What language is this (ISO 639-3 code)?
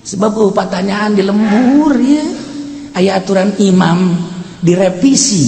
sun